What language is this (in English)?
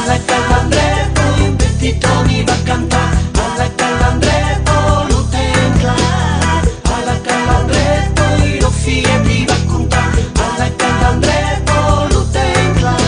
Occitan